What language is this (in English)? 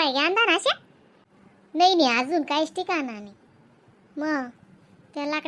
Khandesi